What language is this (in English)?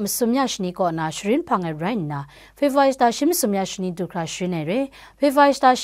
Kachin